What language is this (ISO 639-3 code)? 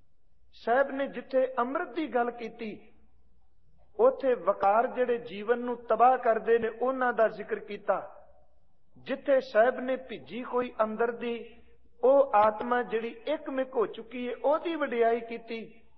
pan